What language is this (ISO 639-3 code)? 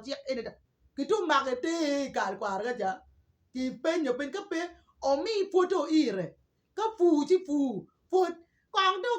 ach